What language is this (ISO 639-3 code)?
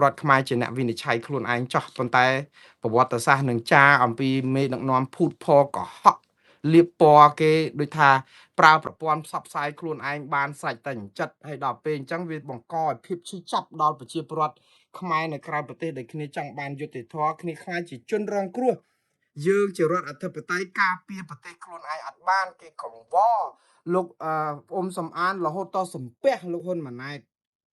khm